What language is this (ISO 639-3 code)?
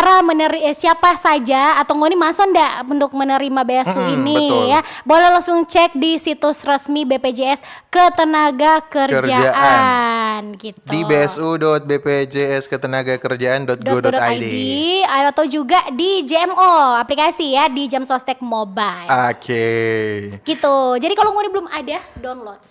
xmm